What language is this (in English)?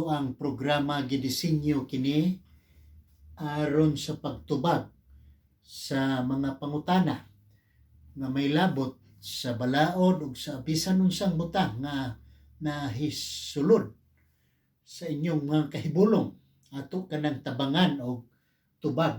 Cebuano